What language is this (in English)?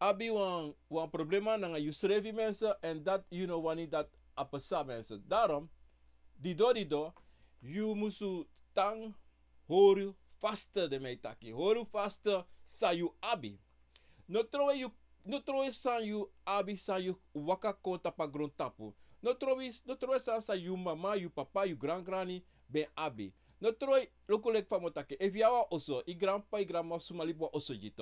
Sranan Tongo